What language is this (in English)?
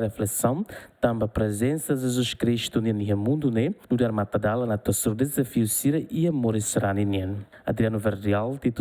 Tetum